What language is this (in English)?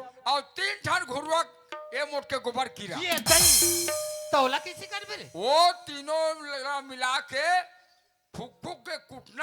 Chhattisgarhi